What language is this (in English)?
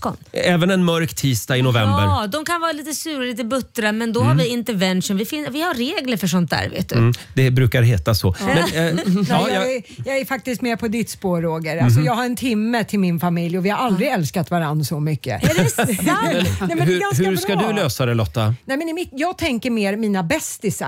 Swedish